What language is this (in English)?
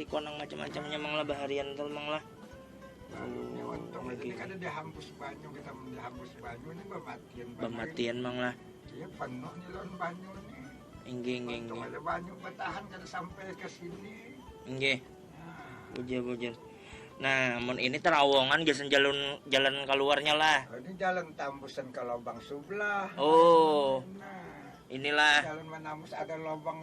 Banjar